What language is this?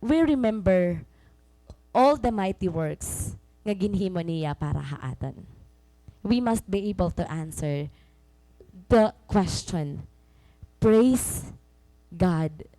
Waray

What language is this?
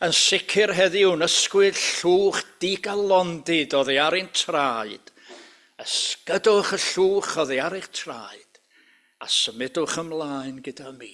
Welsh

